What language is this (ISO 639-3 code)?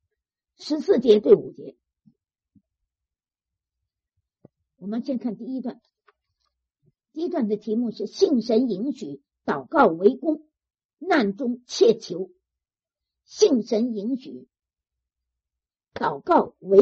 zho